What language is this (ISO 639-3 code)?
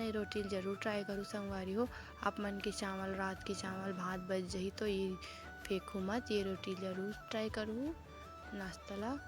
hne